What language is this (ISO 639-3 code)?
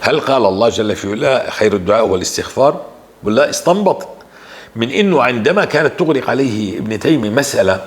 apc